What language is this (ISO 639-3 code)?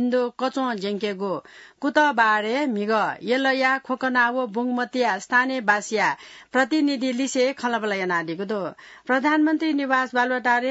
new